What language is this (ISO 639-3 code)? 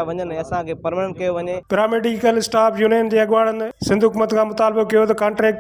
snd